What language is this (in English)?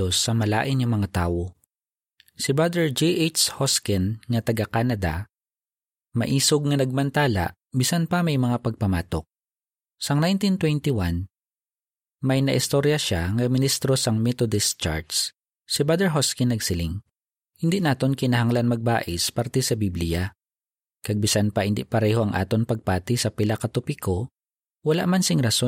Hiligaynon